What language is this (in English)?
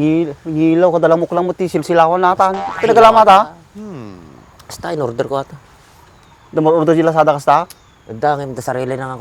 Iloko